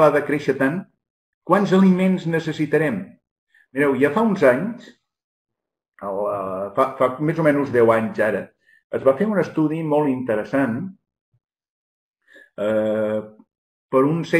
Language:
Catalan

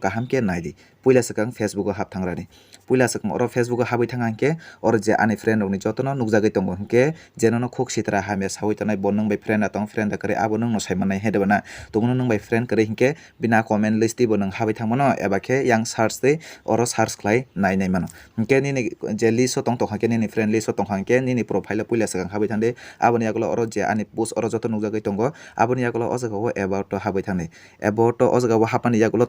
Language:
Kok Borok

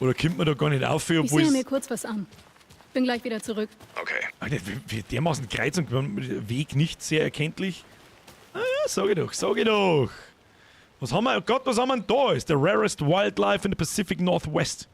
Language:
Bavarian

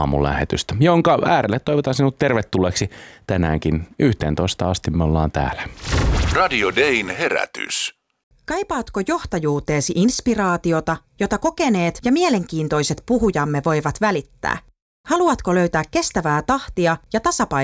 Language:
Finnish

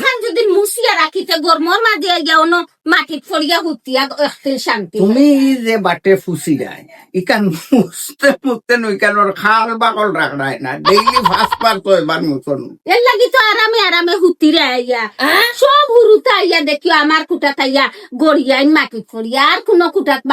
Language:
Sylheti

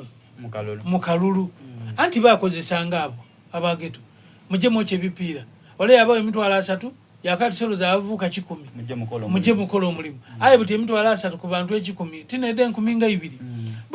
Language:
Soga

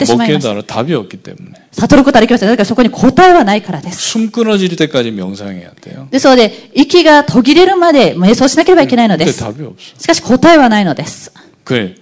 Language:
Japanese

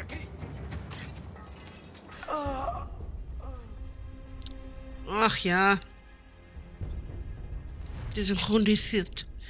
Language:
German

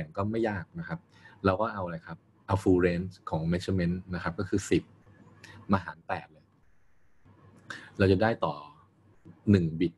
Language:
Thai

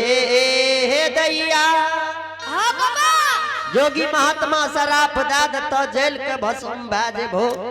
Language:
Angika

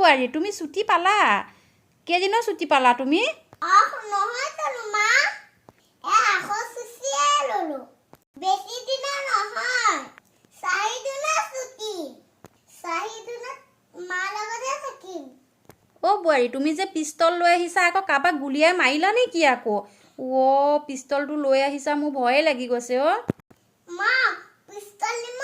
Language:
Assamese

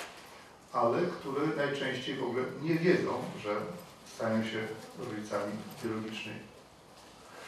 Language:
Polish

